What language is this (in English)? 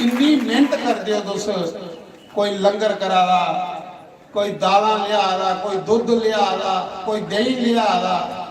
Dogri